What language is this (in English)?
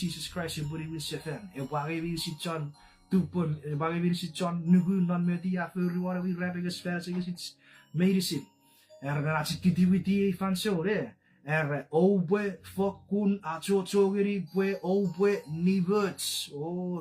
Chuukese